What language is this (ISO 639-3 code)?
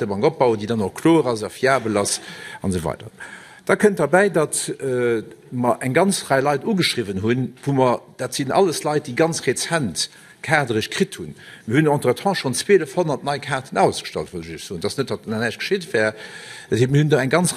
ltz